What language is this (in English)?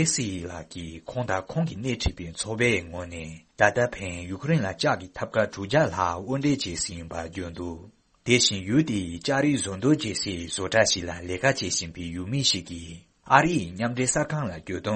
Tibetan